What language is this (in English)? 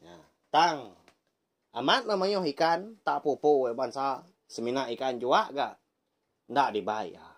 Iban